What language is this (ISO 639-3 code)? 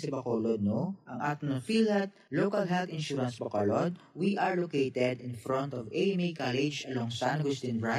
hil